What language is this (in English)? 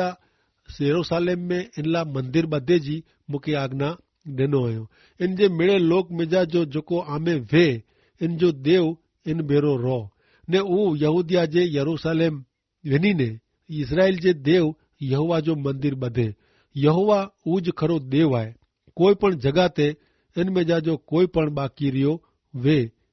Kachhi